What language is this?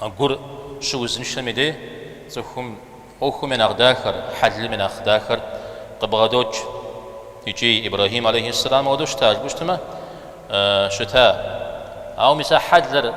Kabardian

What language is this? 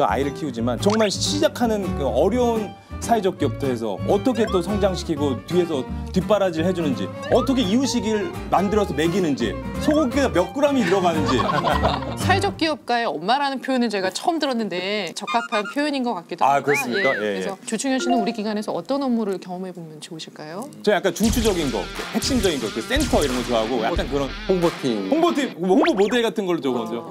Korean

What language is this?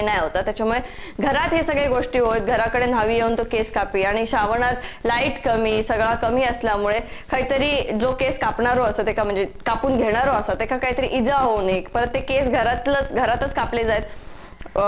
Marathi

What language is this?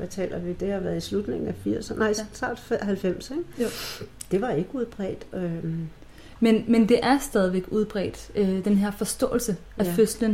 Danish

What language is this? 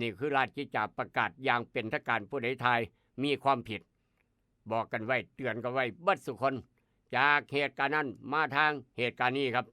Northeastern Thai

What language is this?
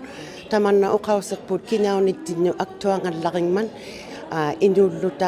Inuktitut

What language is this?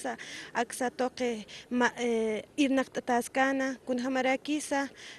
Aymara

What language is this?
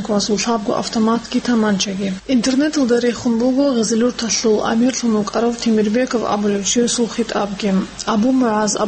Avaric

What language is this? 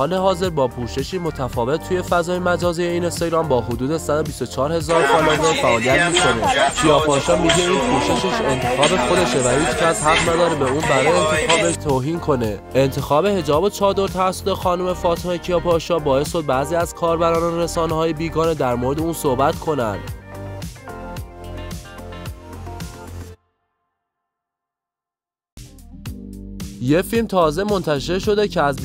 Persian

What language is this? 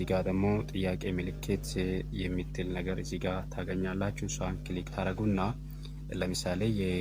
Amharic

